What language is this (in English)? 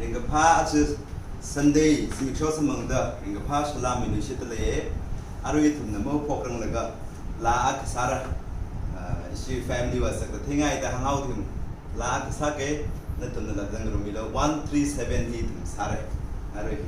Tangkhul Naga (India)